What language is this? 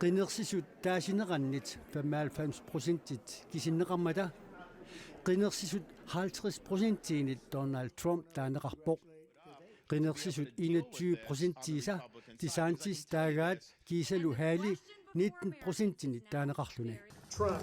Kalaallisut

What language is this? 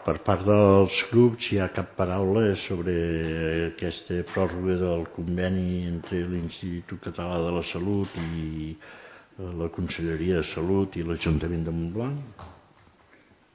Catalan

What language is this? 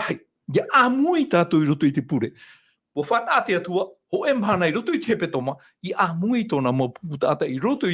Tahitian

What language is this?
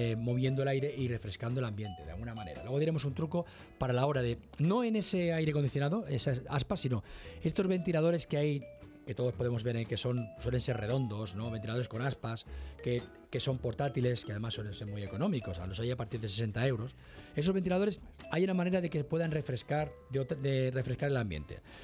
Spanish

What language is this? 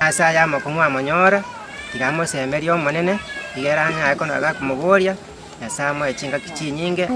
Gusii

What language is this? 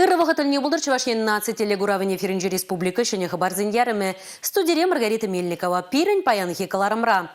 Chuvash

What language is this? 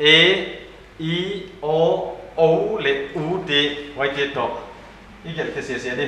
Paite Chin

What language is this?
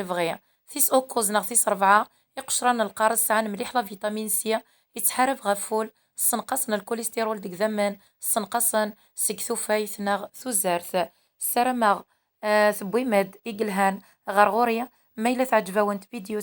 Kabyle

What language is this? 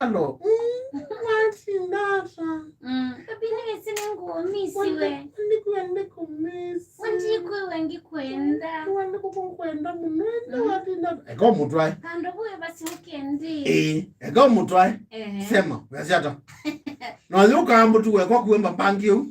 Kamba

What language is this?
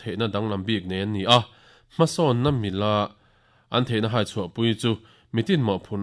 Mizo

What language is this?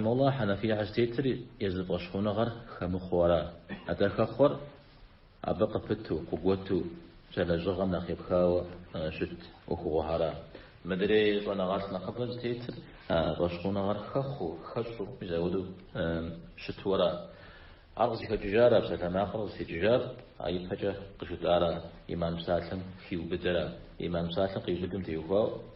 Kabardian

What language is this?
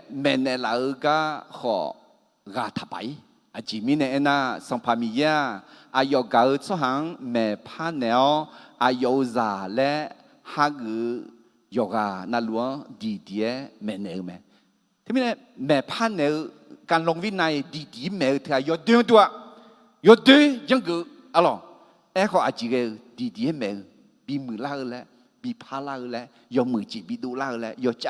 Akha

